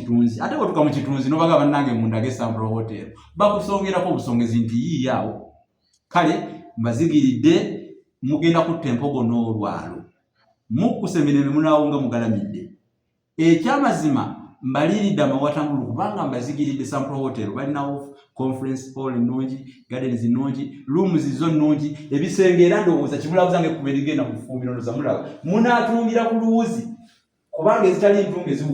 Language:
Ganda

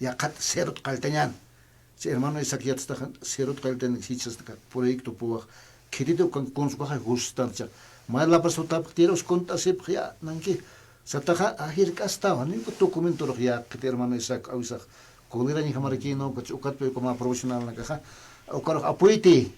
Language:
Aymara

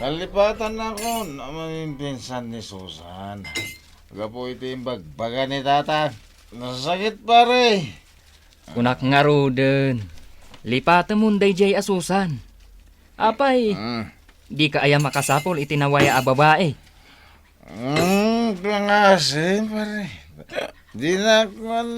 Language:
Iloko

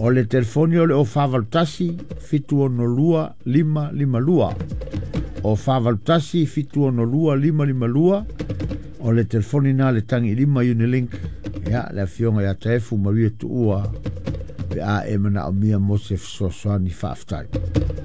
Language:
Samoan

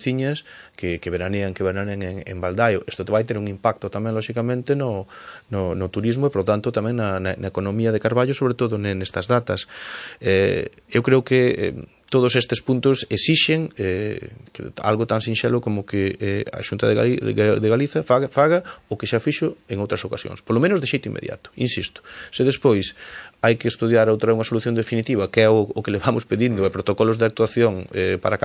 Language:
Galician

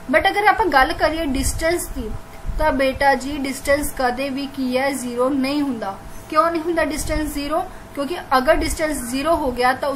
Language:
Punjabi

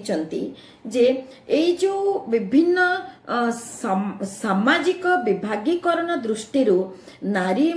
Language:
Odia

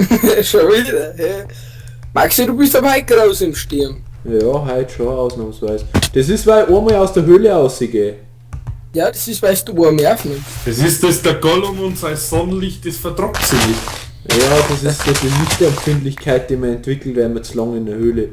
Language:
Bavarian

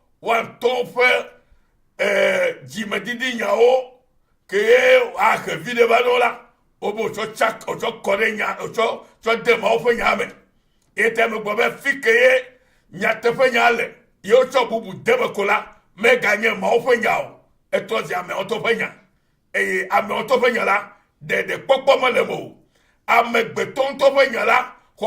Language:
Ewe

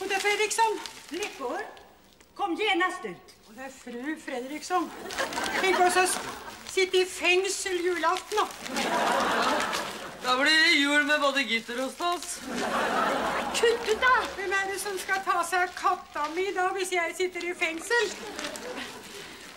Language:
Norwegian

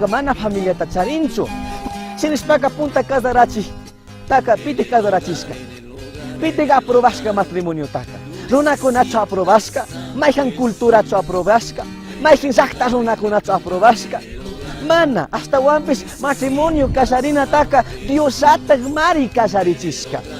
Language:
Chimborazo Highland Quichua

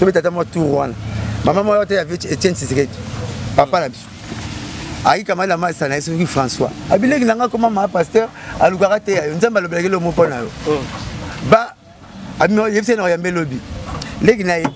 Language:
Lingala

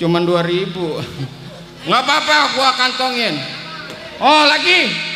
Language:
Betawi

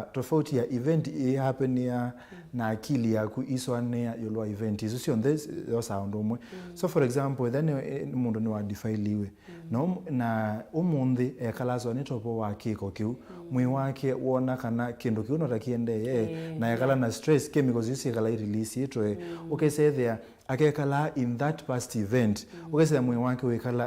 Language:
Kamba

